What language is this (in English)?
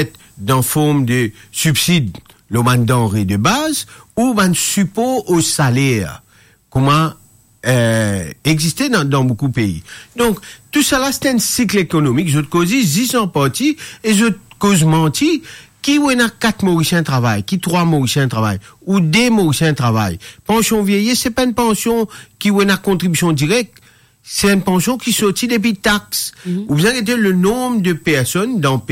Morisyen